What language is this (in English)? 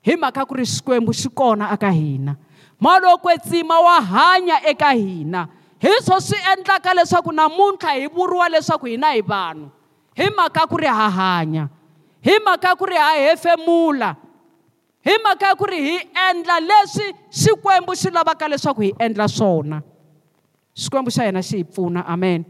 Tsonga